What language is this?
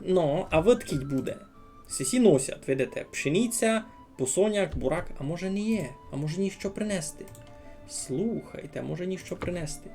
Rusyn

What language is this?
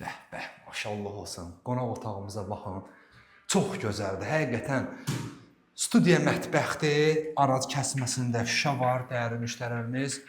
Azerbaijani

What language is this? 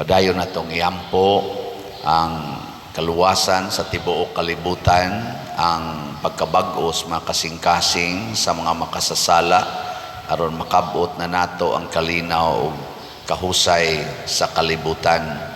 Cebuano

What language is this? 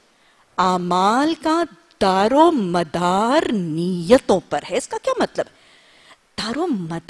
Urdu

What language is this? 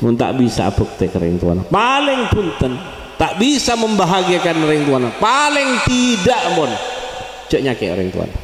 Madurese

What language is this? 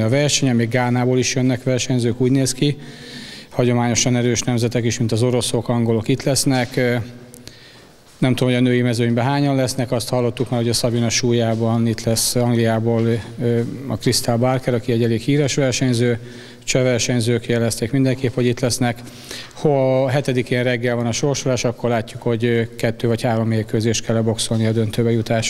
Hungarian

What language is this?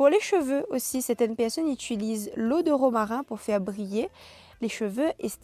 Réunion Creole French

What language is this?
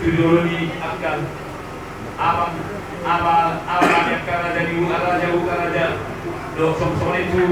Batak Toba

